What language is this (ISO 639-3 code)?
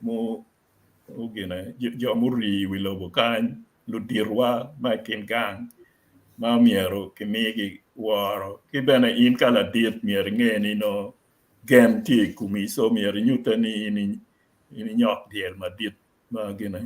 ach